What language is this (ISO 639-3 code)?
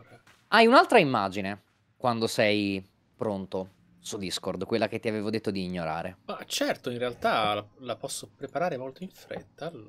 ita